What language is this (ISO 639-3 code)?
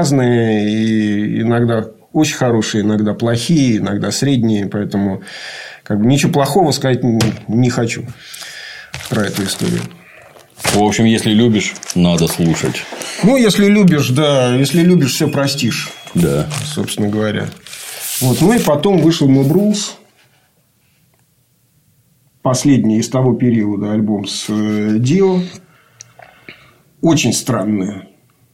rus